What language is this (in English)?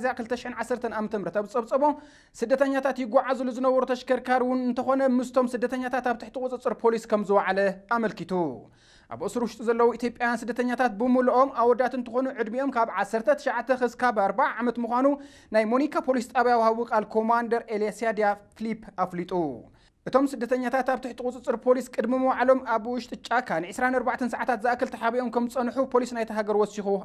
Tigrinya